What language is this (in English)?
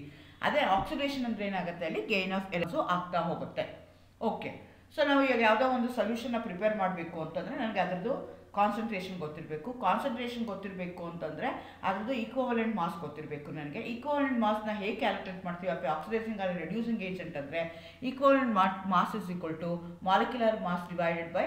Kannada